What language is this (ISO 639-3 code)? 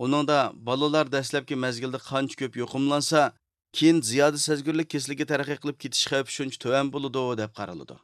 uig